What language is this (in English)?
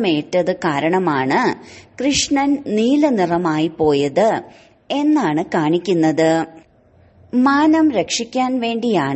Malayalam